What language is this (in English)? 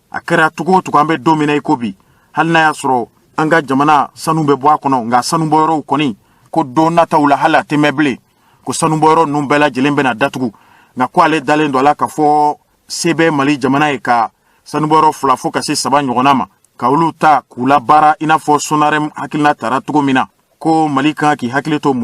Bambara